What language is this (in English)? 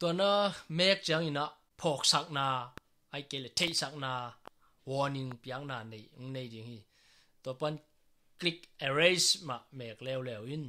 Tedim Chin